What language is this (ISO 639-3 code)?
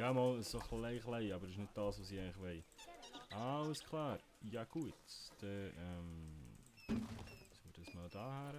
gsw